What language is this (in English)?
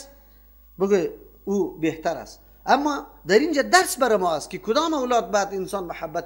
Persian